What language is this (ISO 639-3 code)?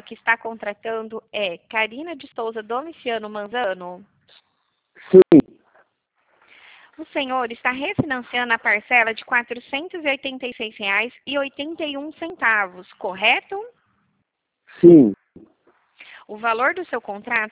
por